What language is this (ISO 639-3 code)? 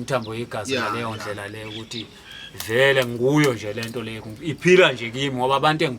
zul